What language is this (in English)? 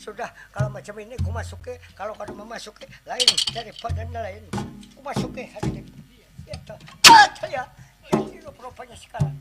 Banjar